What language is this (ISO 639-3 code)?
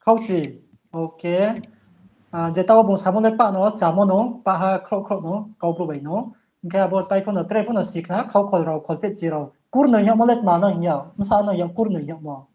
ria